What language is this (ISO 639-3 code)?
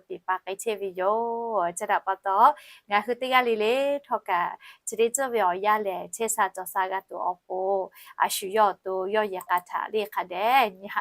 lhu